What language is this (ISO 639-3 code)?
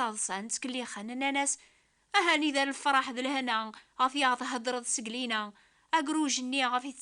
kab